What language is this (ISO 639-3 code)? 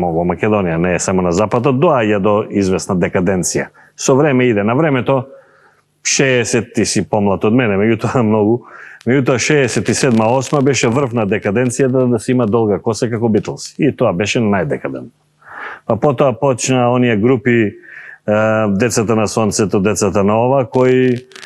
mkd